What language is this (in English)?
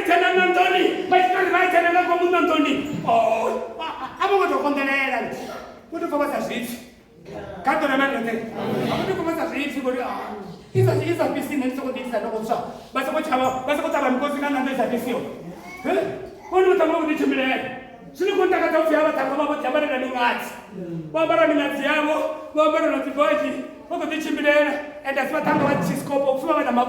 Venda